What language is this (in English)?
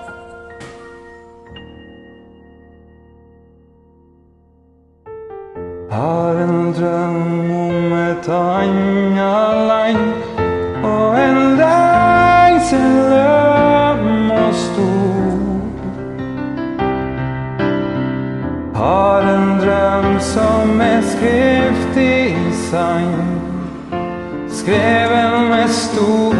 Norwegian